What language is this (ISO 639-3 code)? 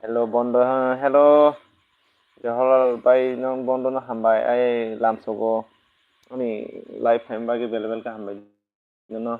trp